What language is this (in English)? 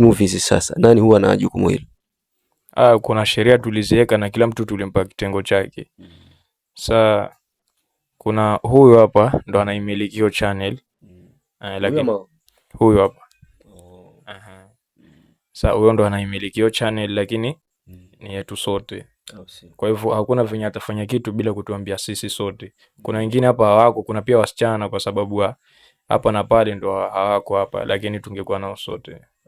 Swahili